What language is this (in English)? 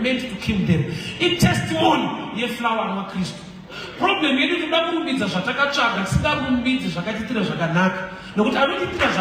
Shona